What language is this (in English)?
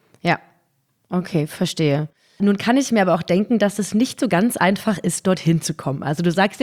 German